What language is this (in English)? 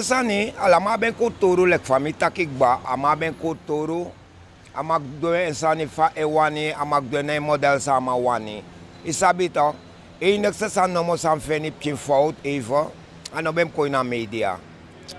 Sranan Tongo